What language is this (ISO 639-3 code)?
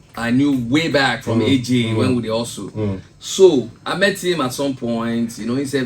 pcm